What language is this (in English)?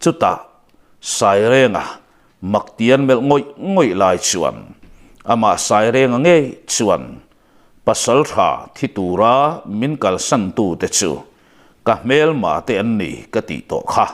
Mizo